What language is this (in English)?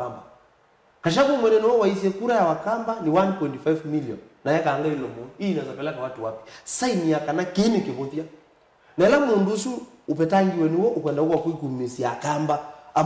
Kamba